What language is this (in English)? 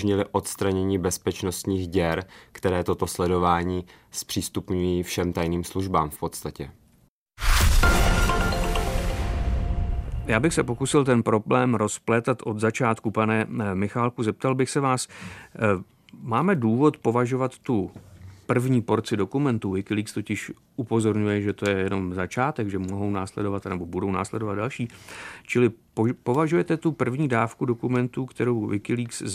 Czech